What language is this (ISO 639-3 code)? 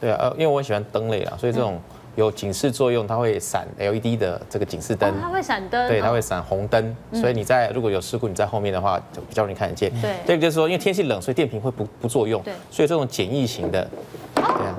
zho